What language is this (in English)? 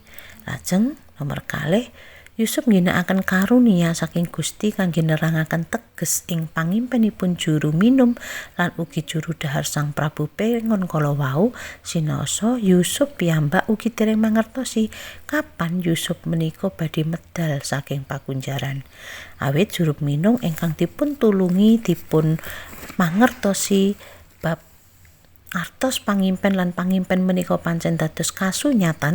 Javanese